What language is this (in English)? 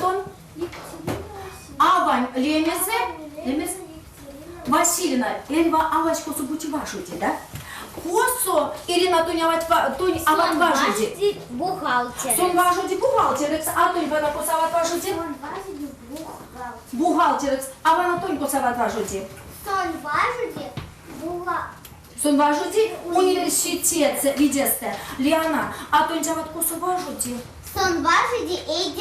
Erzya